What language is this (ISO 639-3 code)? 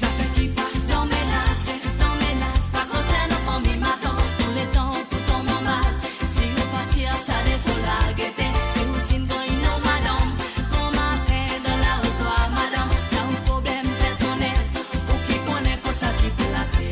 mfe